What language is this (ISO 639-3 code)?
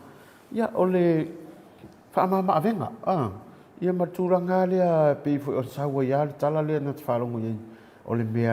smo